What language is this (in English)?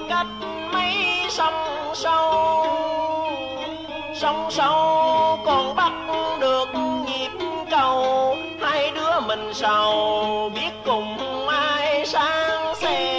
Vietnamese